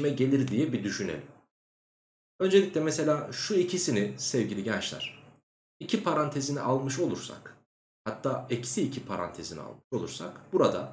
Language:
Turkish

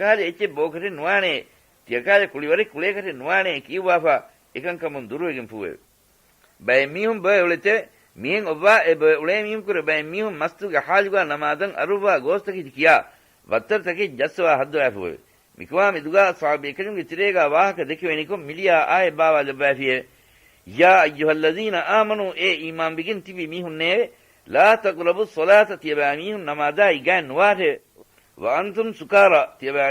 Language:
Divehi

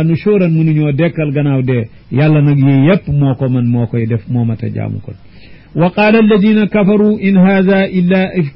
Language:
Wolof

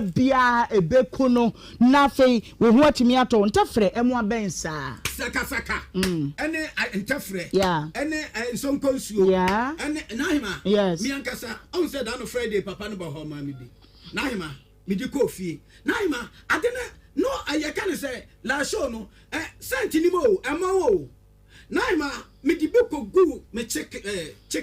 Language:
Akan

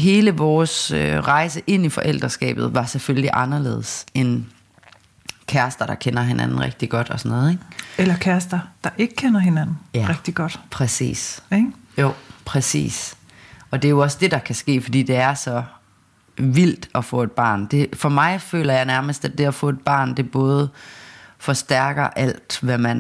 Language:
Danish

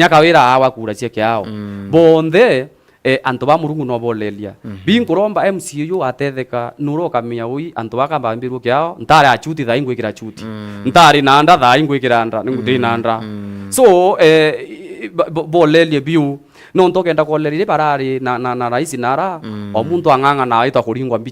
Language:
Meru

